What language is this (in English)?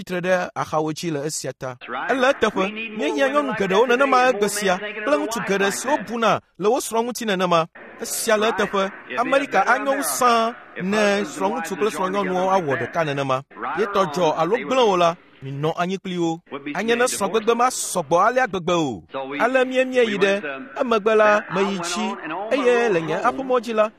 Ewe